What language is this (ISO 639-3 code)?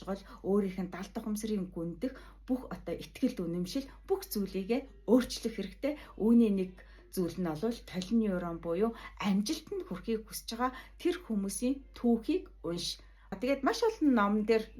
mon